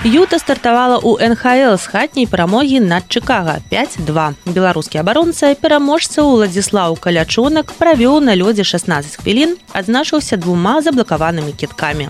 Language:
Belarusian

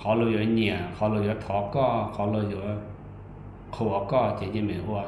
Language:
Hmong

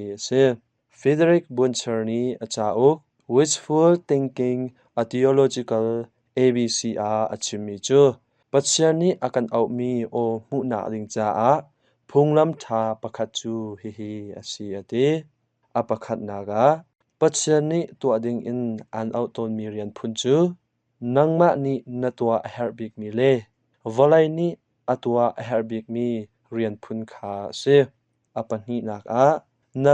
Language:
Hakha Chin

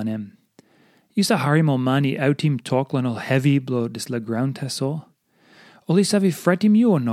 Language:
Tok Pisin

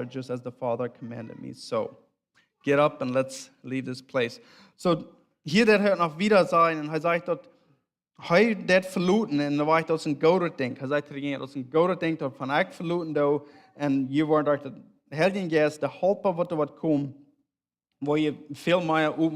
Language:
Plautdietsch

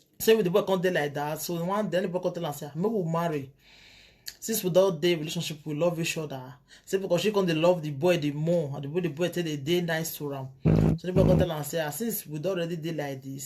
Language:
Nigerian Pidgin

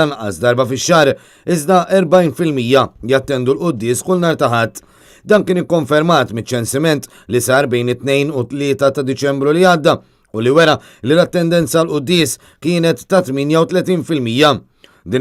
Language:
Maltese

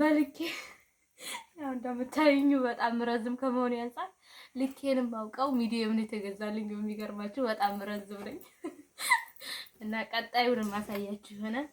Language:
Amharic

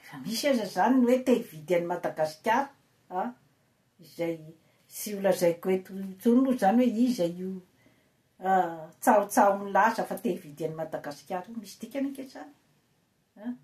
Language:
Malagasy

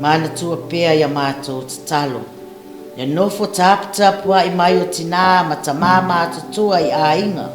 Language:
Samoan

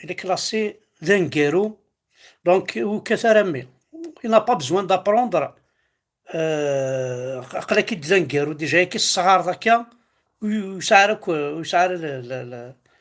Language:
Kabyle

